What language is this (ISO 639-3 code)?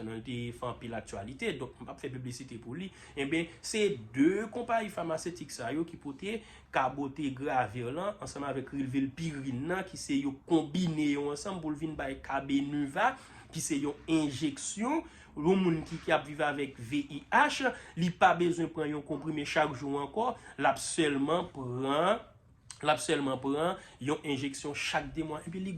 hat